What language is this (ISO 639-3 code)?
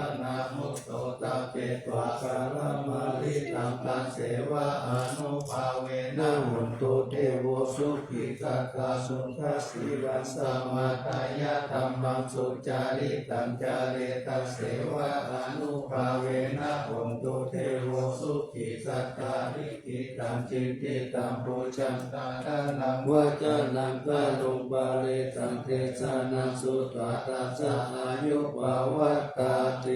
pli